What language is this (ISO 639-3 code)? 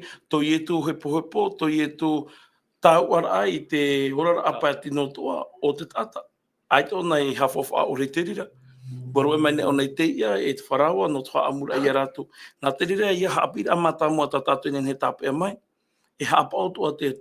tah